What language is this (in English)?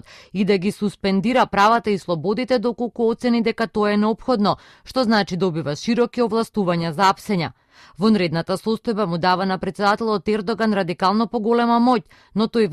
Macedonian